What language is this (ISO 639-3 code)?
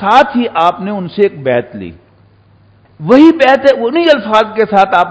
urd